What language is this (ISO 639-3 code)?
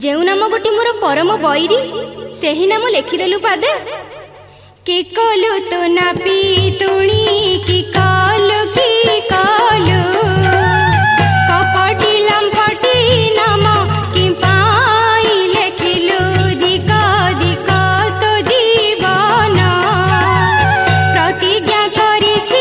ori